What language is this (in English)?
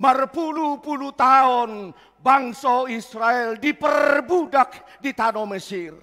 Batak Toba